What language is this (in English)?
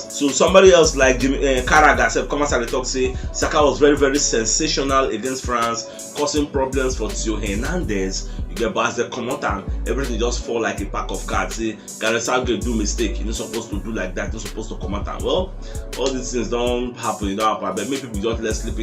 Nigerian Pidgin